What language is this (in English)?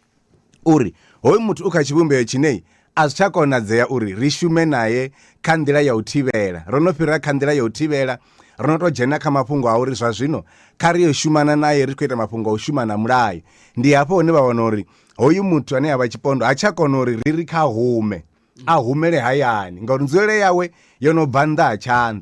Venda